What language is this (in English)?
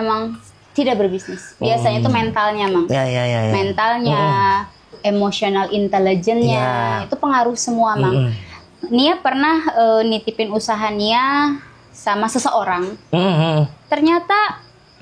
Banjar